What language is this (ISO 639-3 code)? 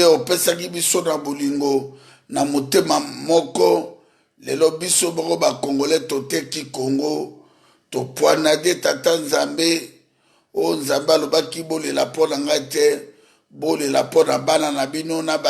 lin